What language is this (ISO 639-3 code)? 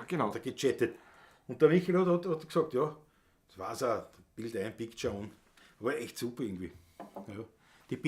bar